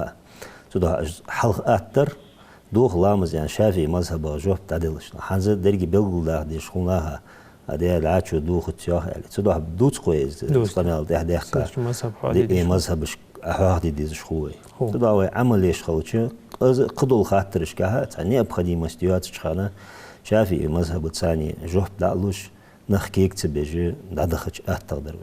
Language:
Ingush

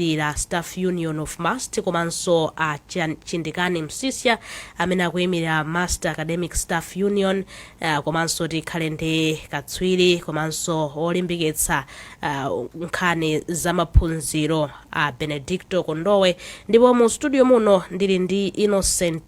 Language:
Nyanja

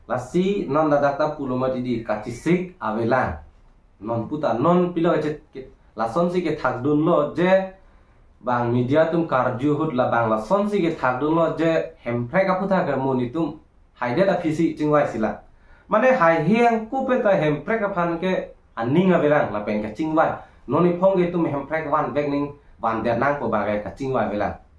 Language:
Karbi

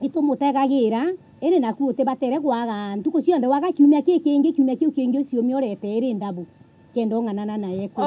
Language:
Meru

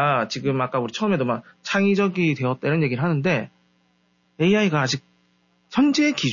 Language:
Korean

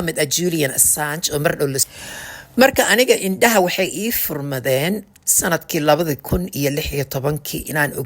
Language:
Somali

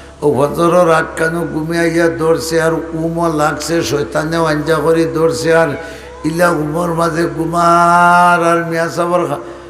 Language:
Sylheti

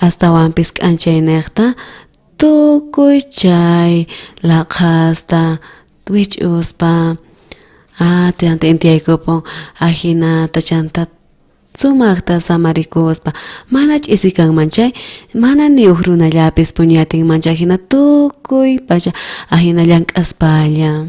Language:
South Bolivian Quechua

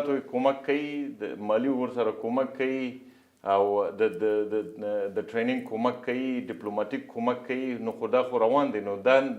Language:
Pashto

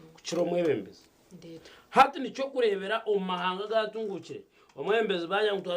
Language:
Nyankole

